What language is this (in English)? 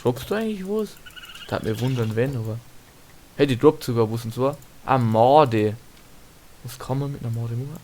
Bavarian